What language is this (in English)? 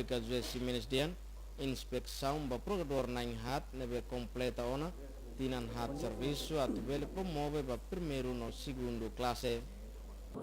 Tetum